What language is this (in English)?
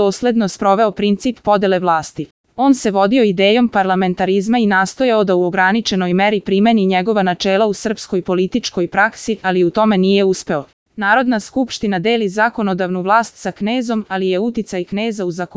Serbian